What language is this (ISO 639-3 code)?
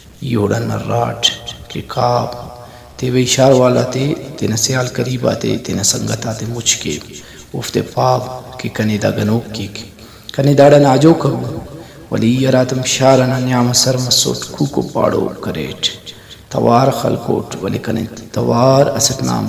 brh